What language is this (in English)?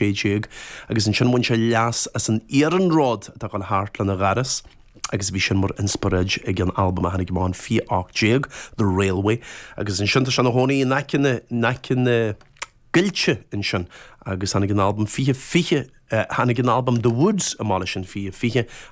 Irish